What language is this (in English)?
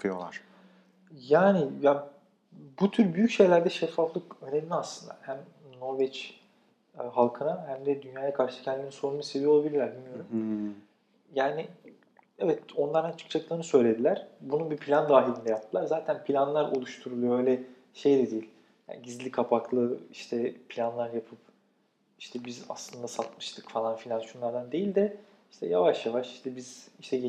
Turkish